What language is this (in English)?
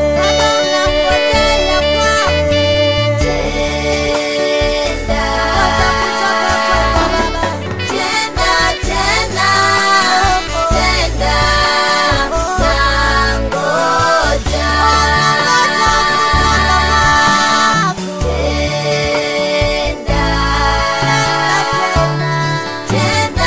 Swahili